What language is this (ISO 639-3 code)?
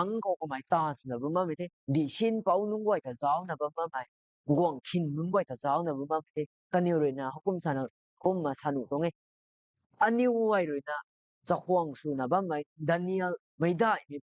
nbu